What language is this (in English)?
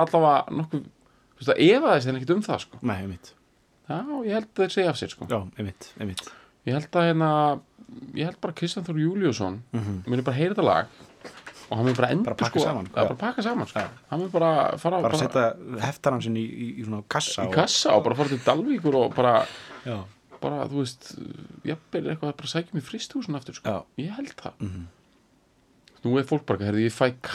Icelandic